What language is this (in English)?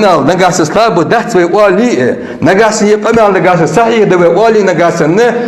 Ingush